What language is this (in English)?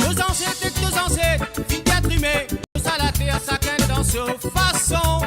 Morisyen